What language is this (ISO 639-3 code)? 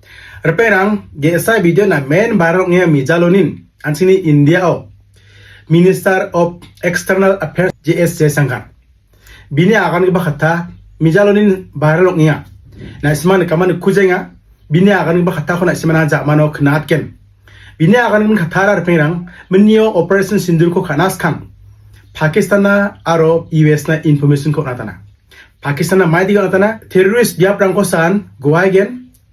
grt